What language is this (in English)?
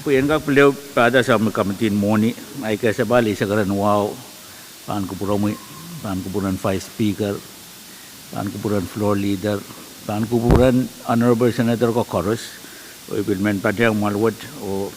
Pohnpeian